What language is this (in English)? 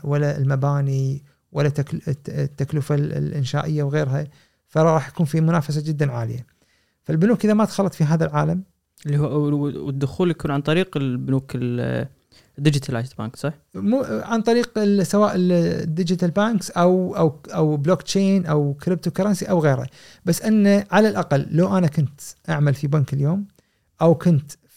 Gulf Arabic